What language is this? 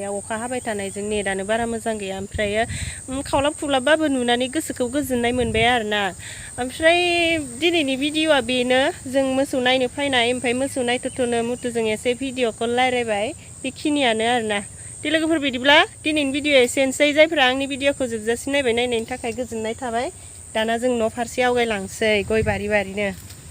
Bodo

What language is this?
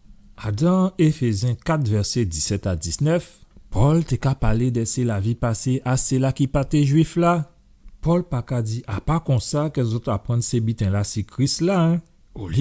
Guadeloupean Creole French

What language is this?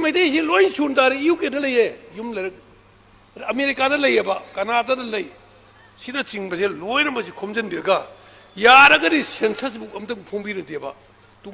Manipuri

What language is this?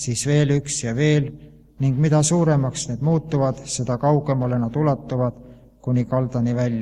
Estonian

